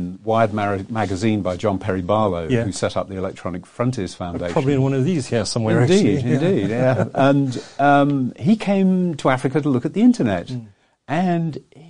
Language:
English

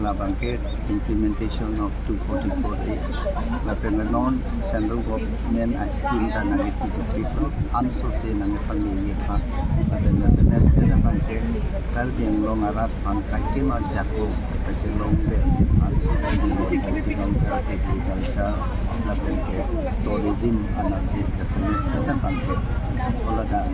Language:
Karbi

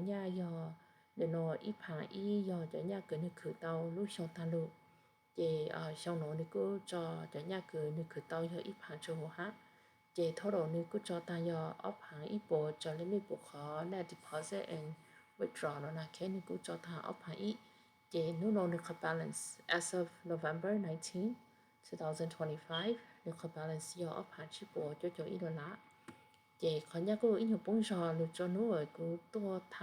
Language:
Hmong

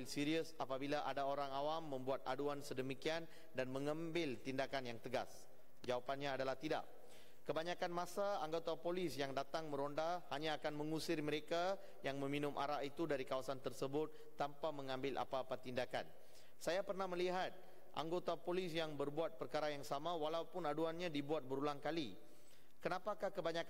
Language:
Malay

